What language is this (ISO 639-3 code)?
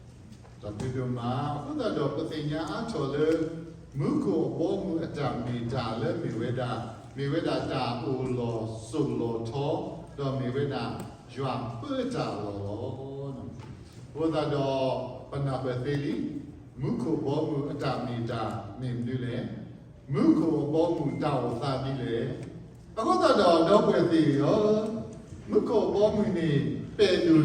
ksw